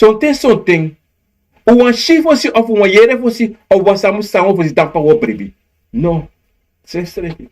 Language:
Sranan Tongo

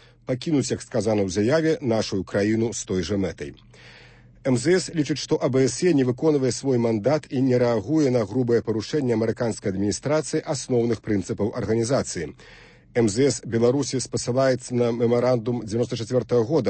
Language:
Belarusian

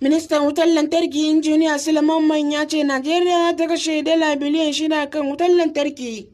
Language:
Hausa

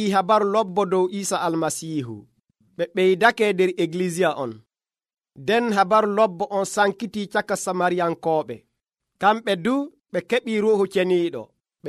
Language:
Nigerian Fulfulde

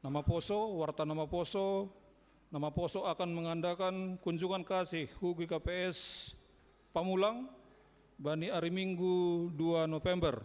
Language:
Batak Simalungun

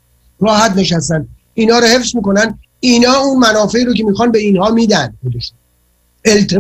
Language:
Persian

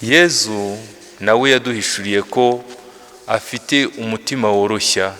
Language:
Kinyarwanda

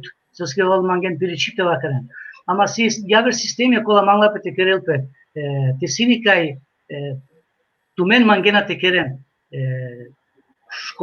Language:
Balkan Romani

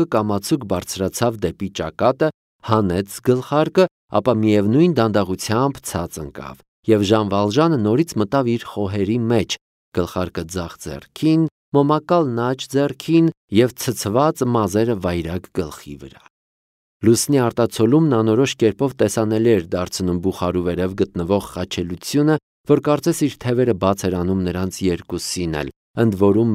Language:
Armenian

